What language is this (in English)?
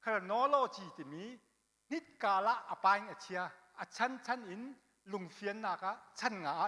Hakha Chin